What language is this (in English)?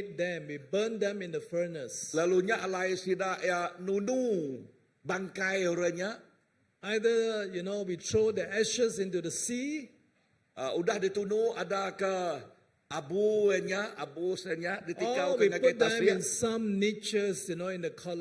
Iban